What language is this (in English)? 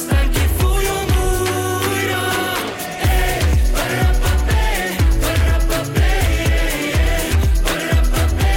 Hungarian